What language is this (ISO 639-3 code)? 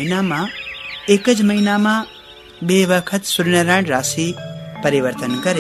guj